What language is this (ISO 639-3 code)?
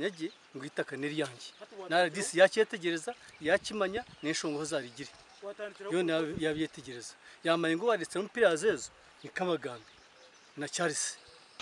nyn